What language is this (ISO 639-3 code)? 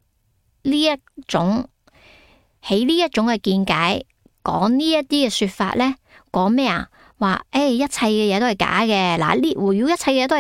yue